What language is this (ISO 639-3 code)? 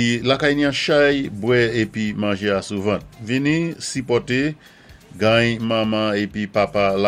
acf